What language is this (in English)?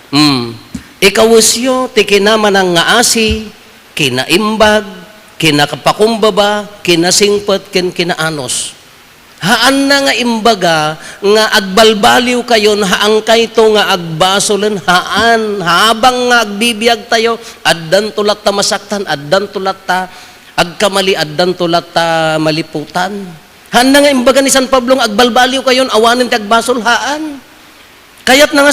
Iloko